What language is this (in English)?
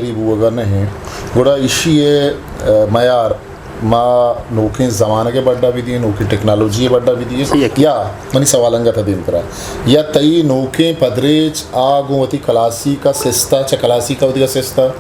Eastern Balochi